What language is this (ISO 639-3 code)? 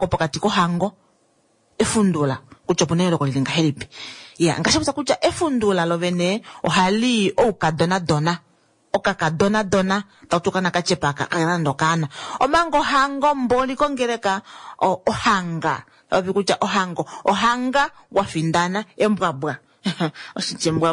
kua